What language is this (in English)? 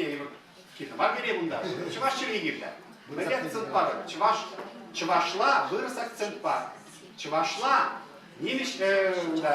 Chuvash